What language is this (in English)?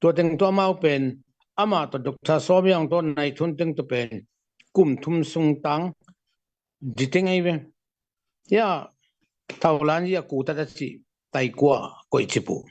Tedim Chin